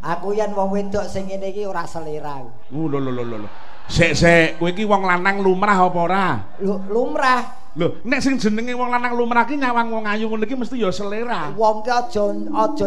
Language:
Javanese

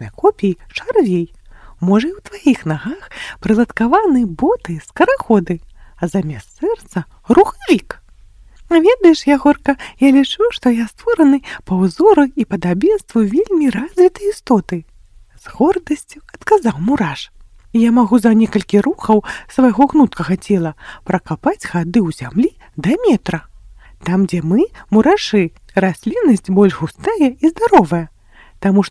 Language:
Belarusian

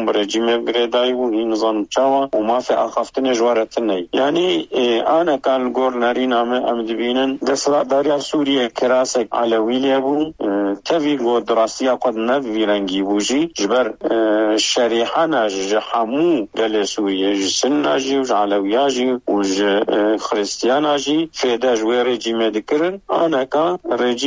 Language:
Kurdish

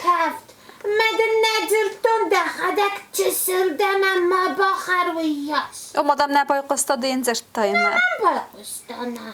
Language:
Ossetic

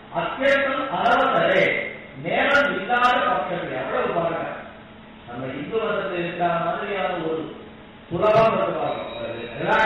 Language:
Tamil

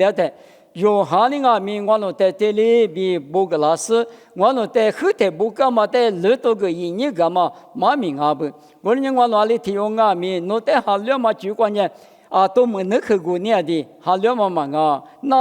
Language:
Lisu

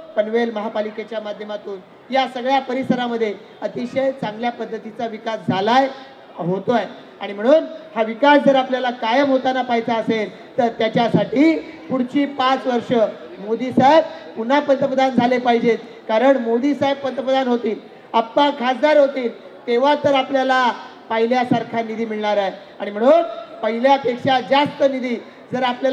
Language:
Marathi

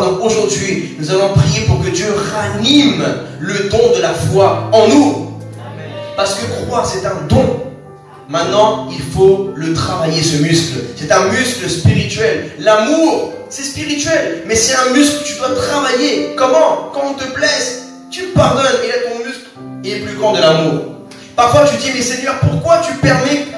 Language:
French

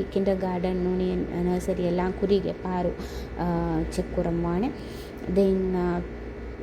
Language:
Divehi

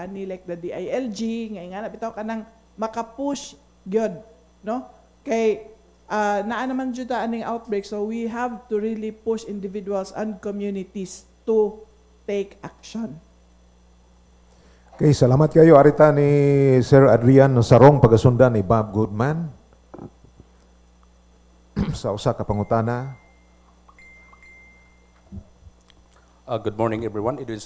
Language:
Cebuano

